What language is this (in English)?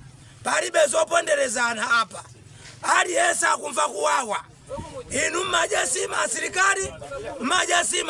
Nyanja